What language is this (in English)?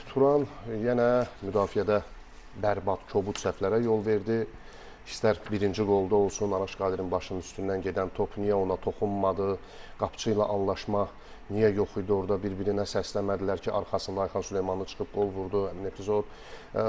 Azerbaijani